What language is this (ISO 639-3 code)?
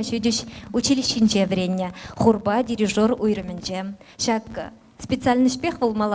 chv